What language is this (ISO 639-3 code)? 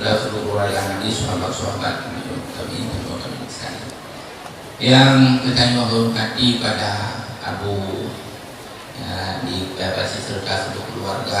ace